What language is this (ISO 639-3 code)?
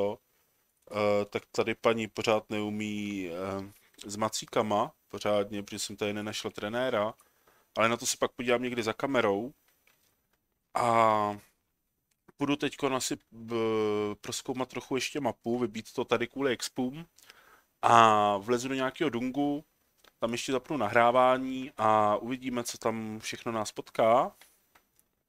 ces